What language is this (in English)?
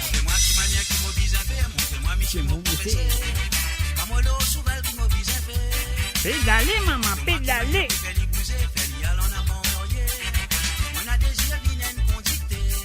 Morisyen